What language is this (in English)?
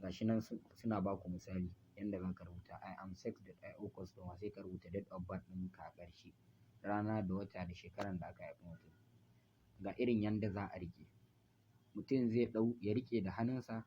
Hausa